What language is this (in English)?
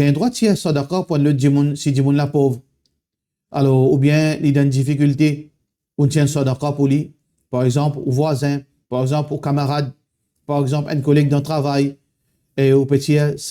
Morisyen